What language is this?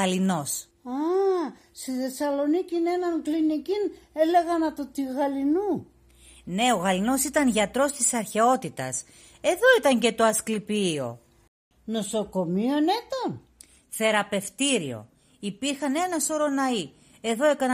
Pontic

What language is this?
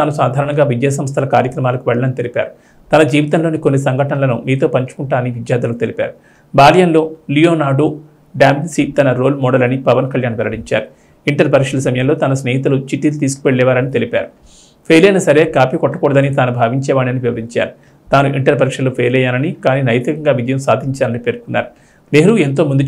Telugu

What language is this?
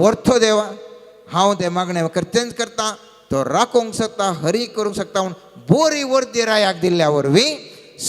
Konkani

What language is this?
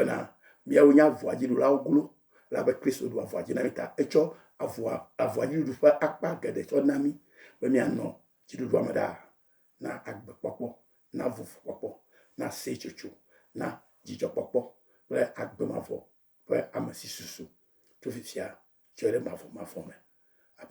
Ewe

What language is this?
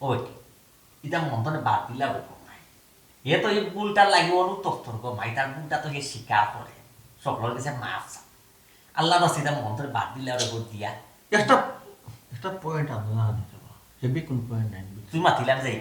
Sylheti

